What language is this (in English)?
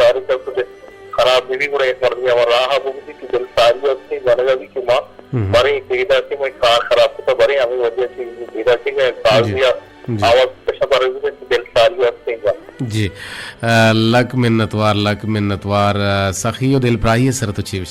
Baluchi